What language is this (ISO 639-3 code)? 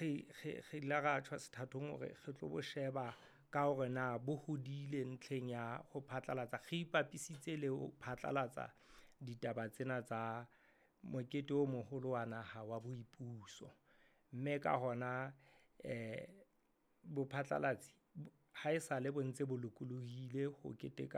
sot